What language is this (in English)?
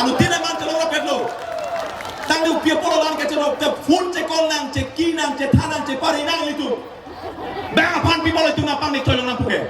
Karbi